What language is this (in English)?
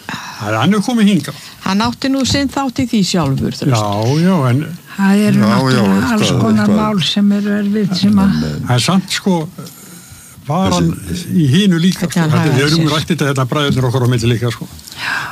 Icelandic